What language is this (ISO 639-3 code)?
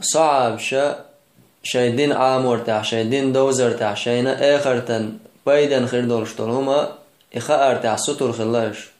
che